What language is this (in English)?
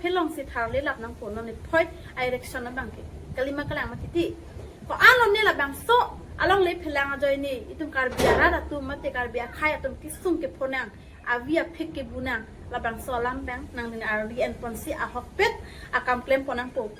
Karbi